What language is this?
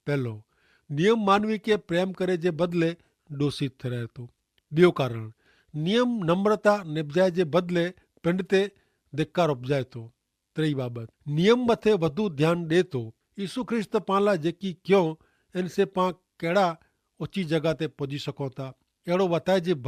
Kachhi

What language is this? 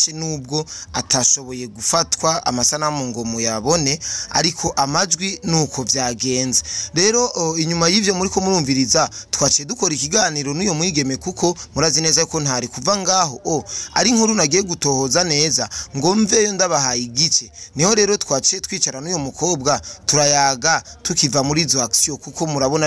Rundi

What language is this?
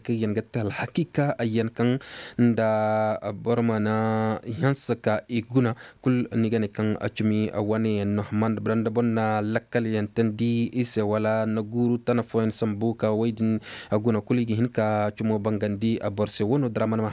Koyraboro Senni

